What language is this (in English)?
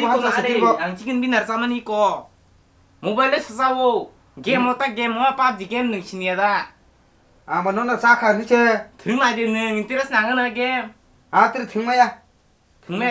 Kok Borok